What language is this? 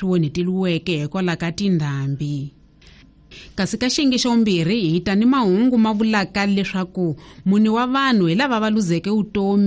Tsonga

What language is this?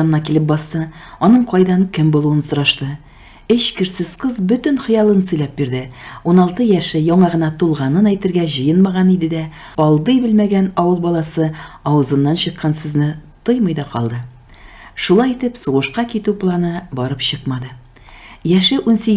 Tatar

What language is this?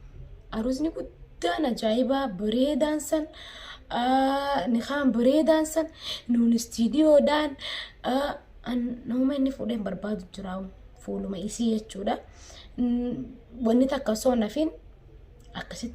Oromo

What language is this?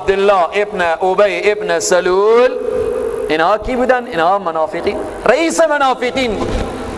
Persian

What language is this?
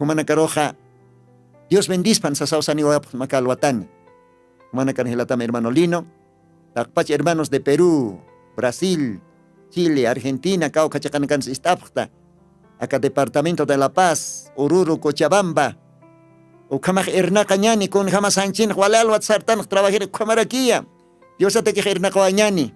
Aymara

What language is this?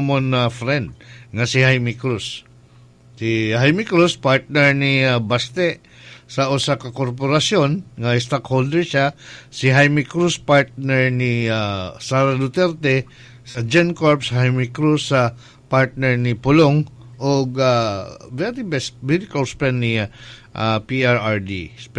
Cebuano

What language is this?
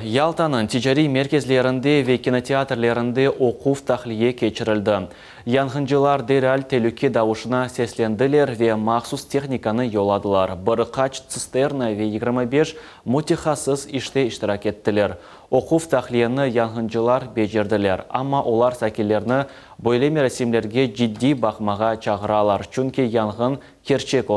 Crimean Tatar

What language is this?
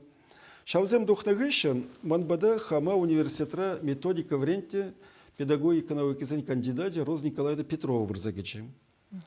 Chuvash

